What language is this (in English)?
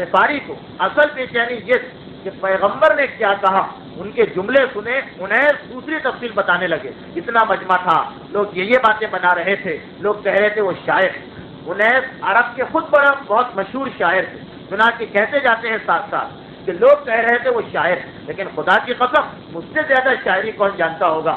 Urdu